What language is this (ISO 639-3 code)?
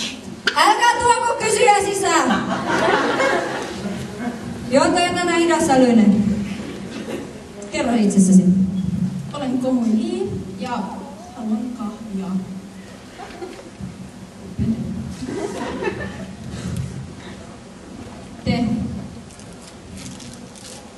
fin